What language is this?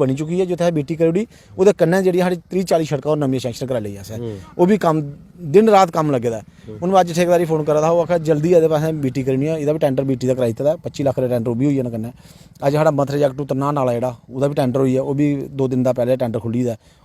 Dogri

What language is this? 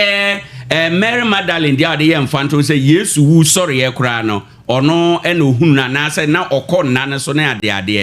Akan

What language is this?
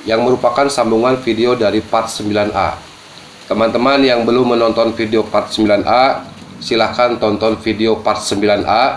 Indonesian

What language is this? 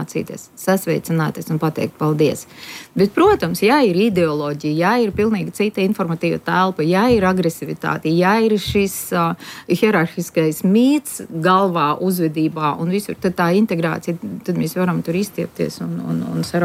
Latvian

